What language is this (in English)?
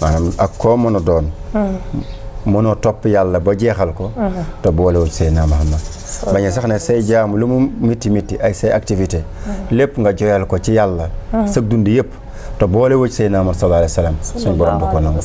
Wolof